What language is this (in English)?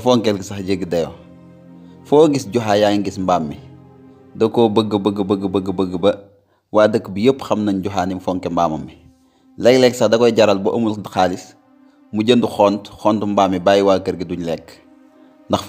Wolof